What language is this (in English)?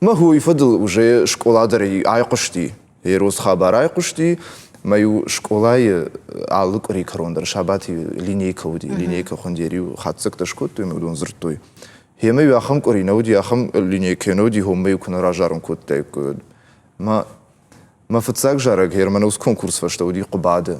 Ossetic